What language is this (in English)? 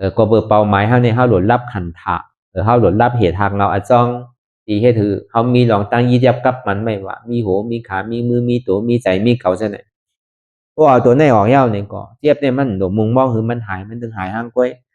Shan